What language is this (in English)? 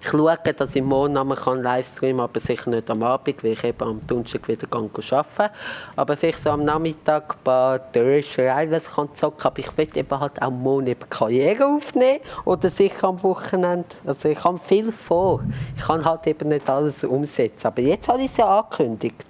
Swiss German